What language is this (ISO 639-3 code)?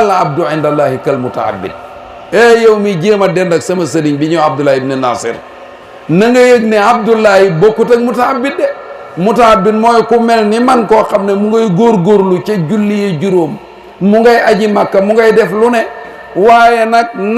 wol